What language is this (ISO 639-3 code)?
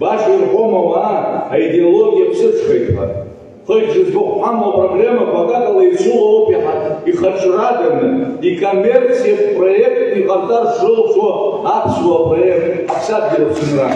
abk